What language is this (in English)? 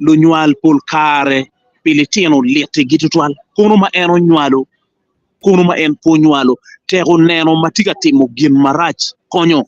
Acoli